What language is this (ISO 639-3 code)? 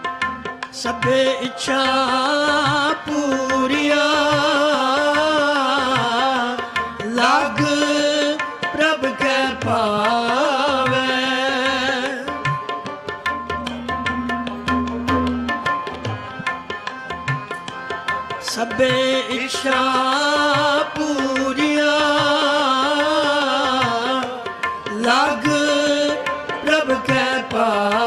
pan